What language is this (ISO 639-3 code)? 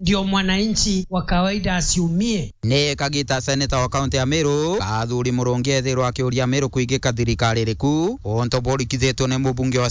mer